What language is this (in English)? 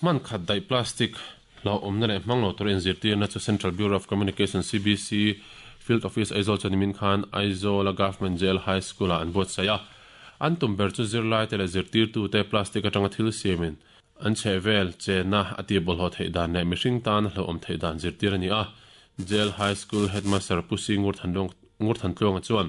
Mizo